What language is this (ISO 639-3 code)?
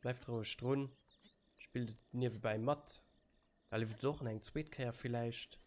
ltz